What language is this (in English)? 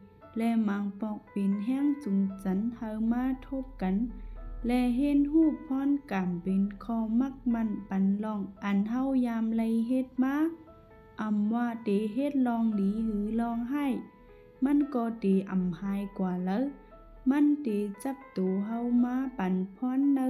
Shan